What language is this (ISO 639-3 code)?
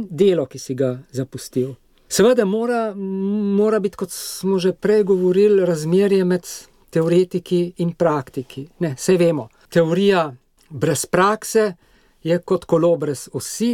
slv